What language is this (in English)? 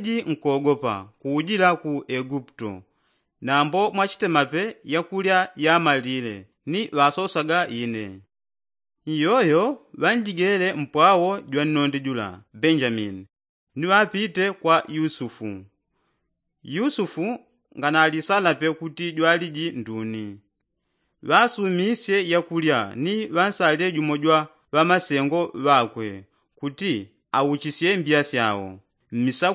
Yao